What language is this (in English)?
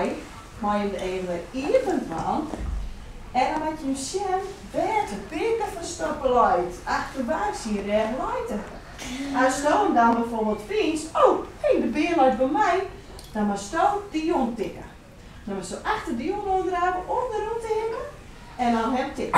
Western Frisian